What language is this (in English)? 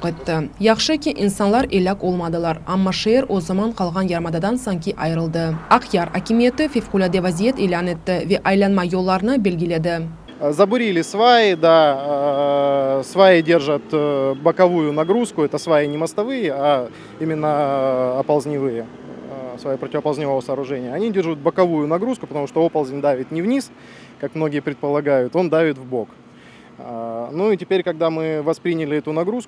Crimean Tatar